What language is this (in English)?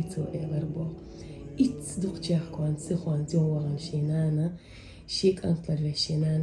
Chechen